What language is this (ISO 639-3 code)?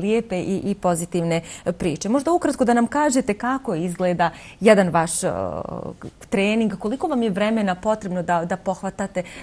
bos